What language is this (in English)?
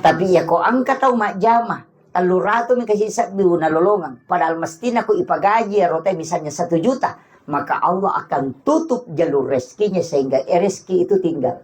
Buginese